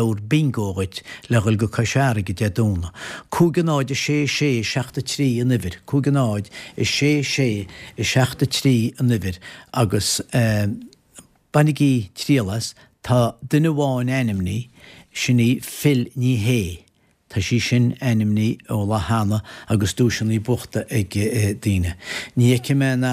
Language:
Irish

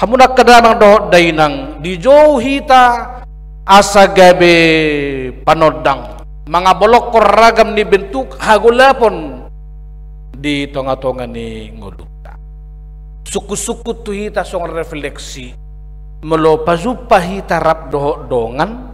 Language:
Batak Toba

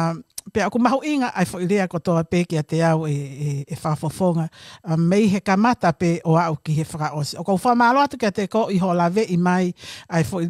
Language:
Tongan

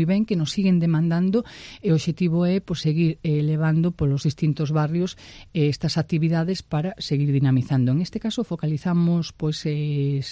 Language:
Galician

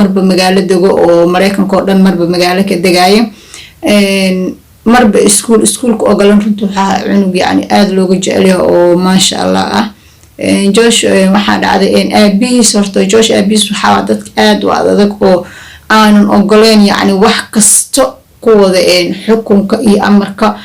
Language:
Somali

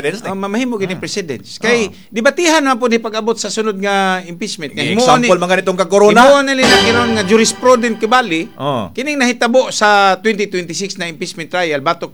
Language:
Cebuano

